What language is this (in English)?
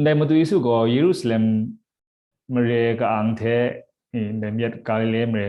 Kachin